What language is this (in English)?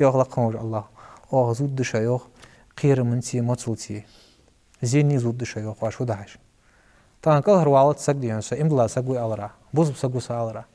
Ingush